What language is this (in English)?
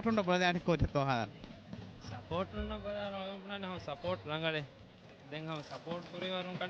Divehi